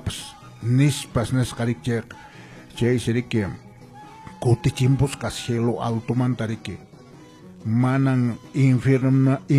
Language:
Quechua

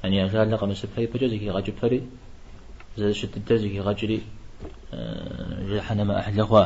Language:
Kabardian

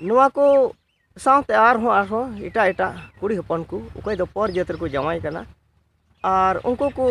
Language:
Santali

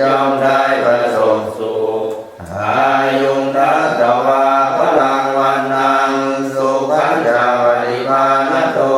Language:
Pali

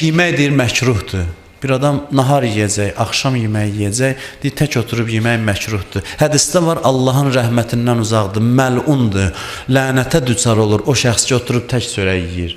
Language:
Azerbaijani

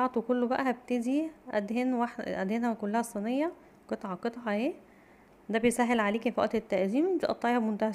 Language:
Egyptian Arabic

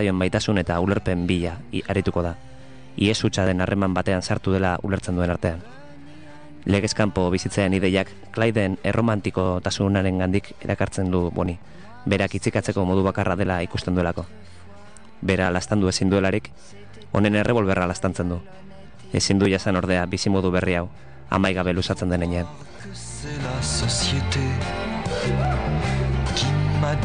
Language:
Basque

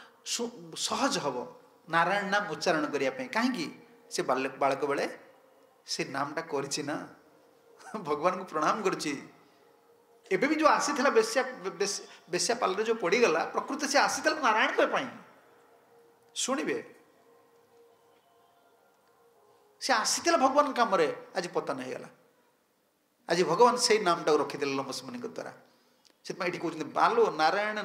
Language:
Odia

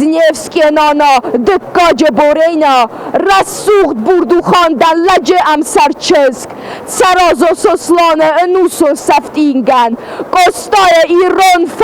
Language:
Ossetic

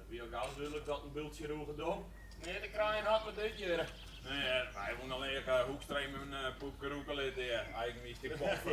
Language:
Western Frisian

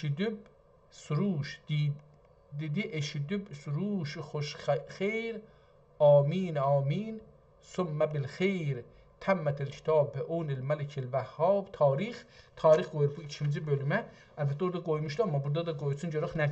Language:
South Azerbaijani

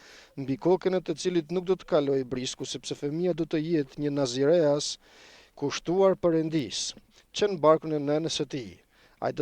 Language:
Albanian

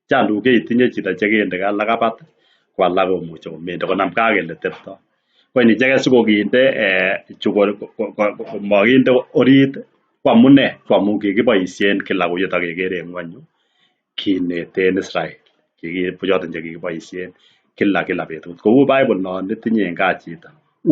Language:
Kalenjin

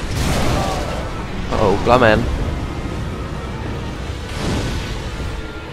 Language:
Czech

